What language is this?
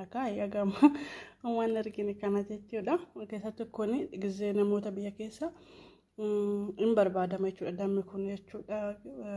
Oromo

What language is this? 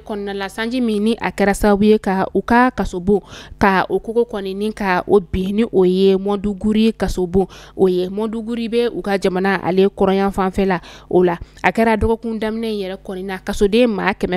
Bambara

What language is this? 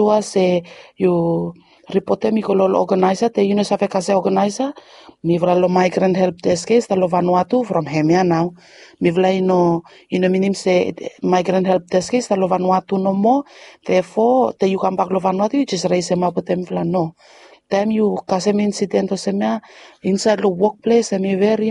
Bislama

